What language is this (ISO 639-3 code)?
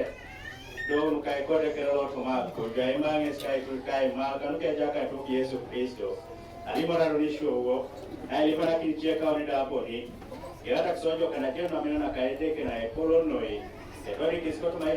teo